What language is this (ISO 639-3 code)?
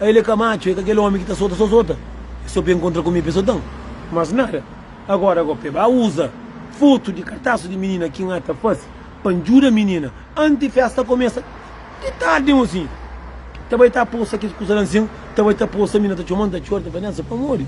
kea